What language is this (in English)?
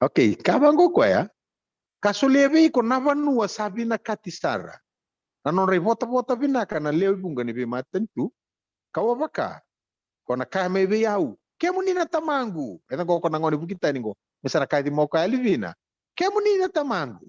Fijian